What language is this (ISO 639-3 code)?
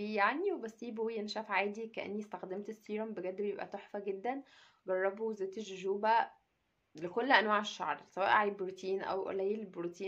arz